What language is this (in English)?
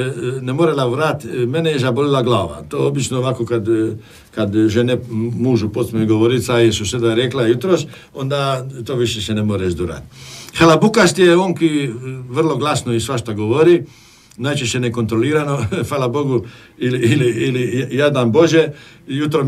Croatian